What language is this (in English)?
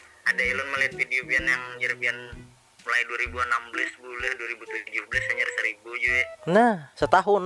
Banjar